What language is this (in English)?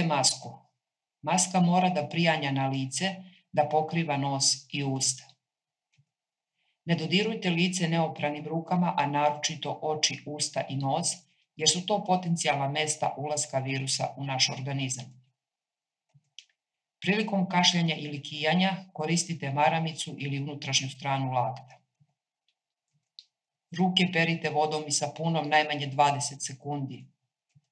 Serbian